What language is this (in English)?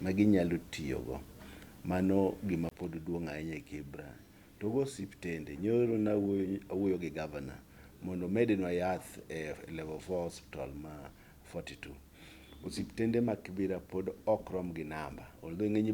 Luo (Kenya and Tanzania)